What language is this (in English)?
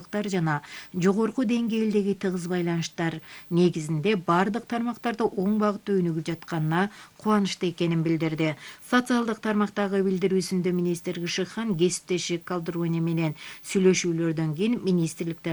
Kyrgyz